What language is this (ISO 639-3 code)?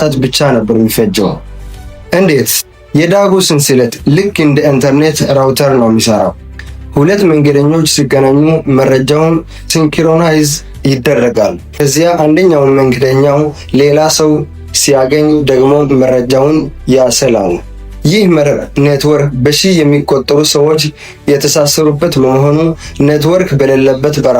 amh